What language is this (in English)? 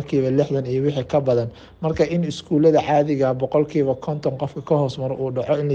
Somali